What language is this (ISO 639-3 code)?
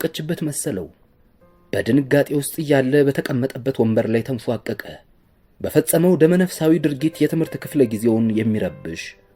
amh